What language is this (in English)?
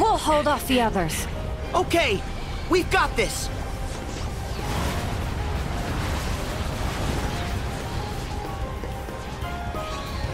English